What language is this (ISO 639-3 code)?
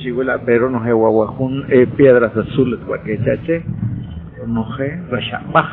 acr